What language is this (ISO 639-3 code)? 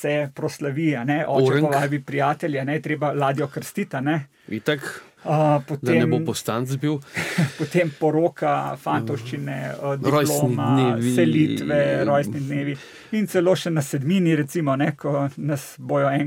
slv